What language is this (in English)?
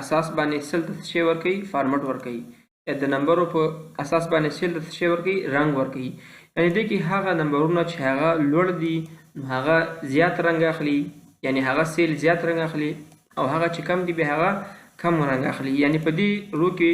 Pashto